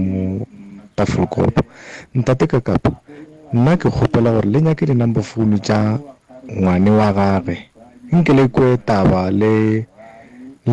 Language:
Northern Sotho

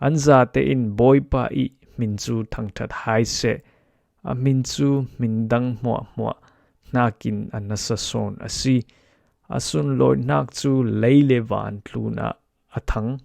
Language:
Falam Chin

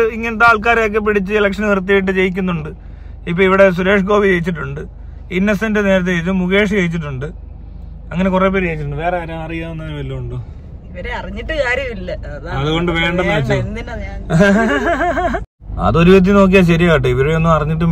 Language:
Malayalam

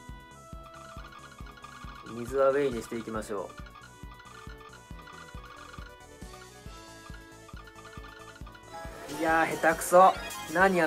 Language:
Japanese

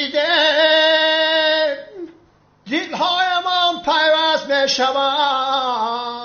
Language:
Tajik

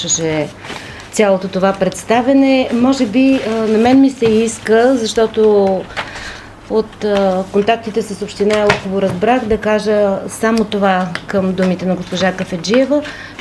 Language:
Bulgarian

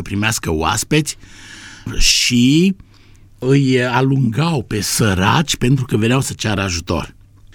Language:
Romanian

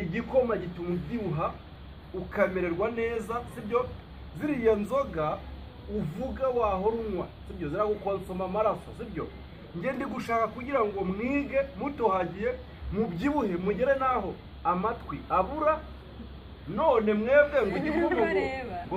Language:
Kinyarwanda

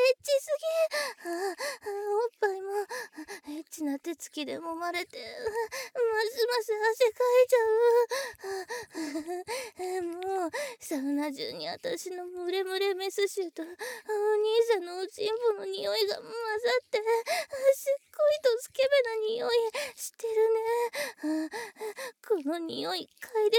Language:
Japanese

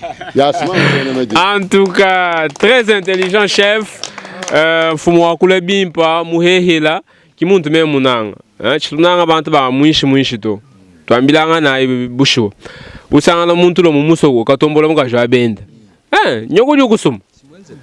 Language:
Luba-Lulua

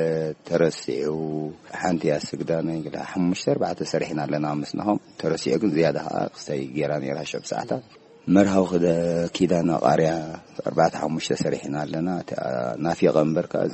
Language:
Tigrinya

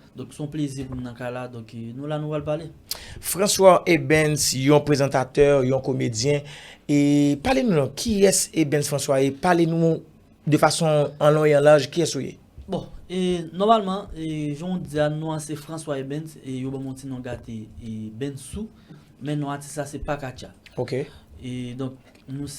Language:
Haitian Creole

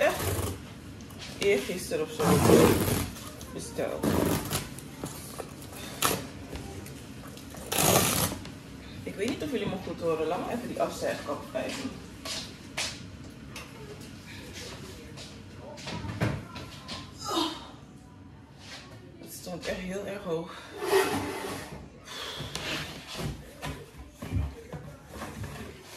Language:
Dutch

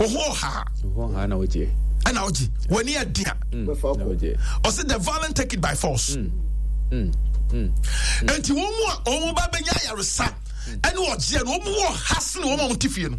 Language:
Akan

